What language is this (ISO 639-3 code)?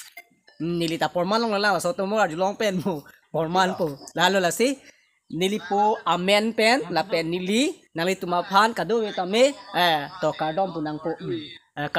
mjw